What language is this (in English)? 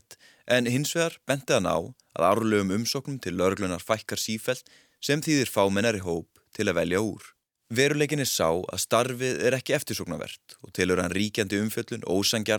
Icelandic